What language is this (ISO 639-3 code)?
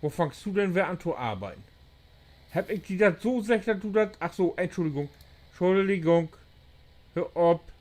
nds